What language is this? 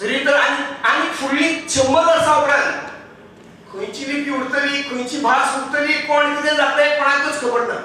Konkani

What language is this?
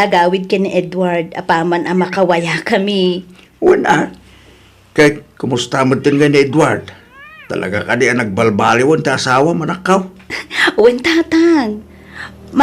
Iloko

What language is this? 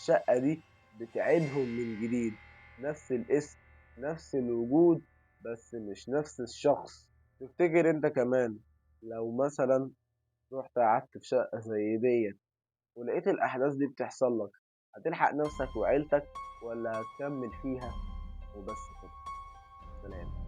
Egyptian Arabic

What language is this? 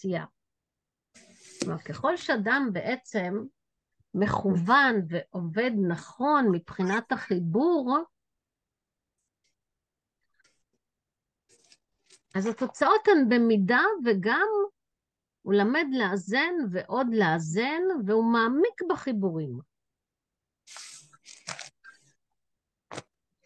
Hebrew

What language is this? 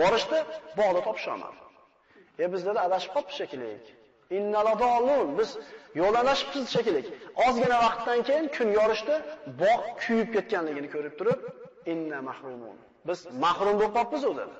Uzbek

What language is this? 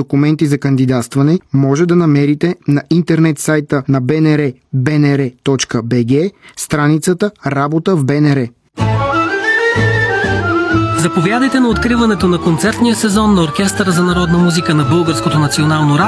Bulgarian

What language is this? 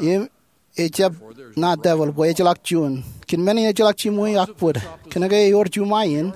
Marshallese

